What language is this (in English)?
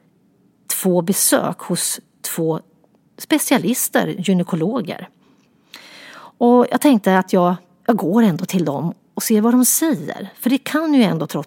Swedish